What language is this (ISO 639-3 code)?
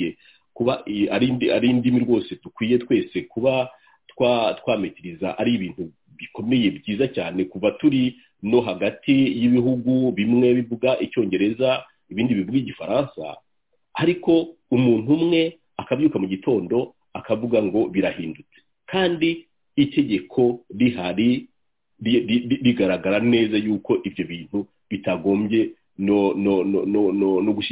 kin